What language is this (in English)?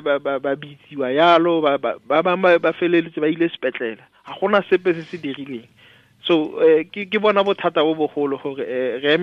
Tswana